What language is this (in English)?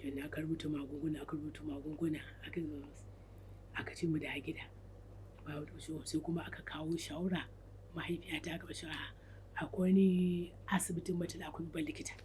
Hausa